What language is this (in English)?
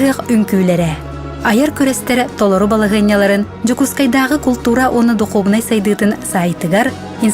Yakut